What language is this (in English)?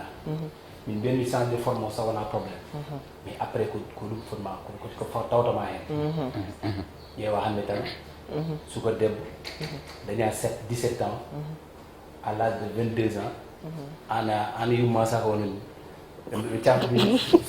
Fula